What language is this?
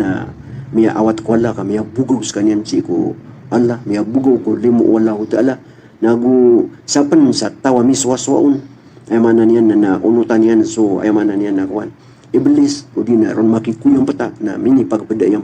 Maranao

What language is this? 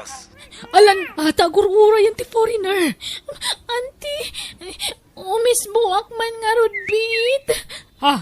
Iloko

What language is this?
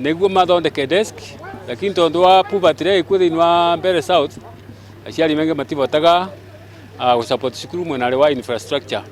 Kikuyu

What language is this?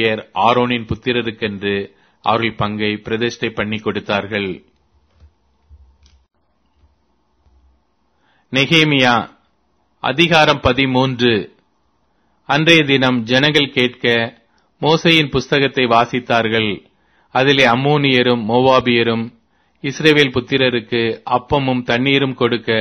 Tamil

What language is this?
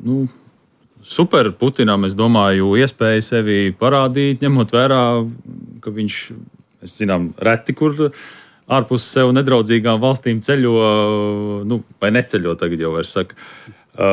Latvian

